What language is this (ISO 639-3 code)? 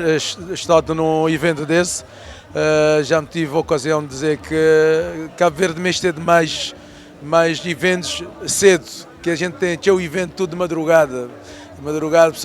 kea